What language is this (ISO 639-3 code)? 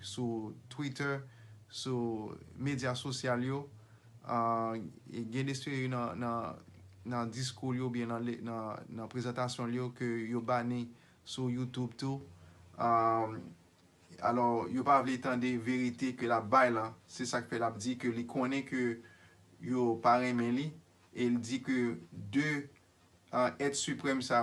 hat